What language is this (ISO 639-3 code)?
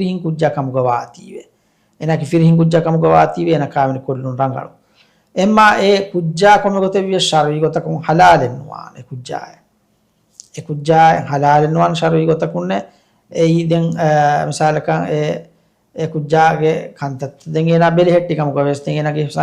div